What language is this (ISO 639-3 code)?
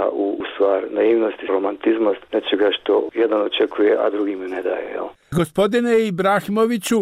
bos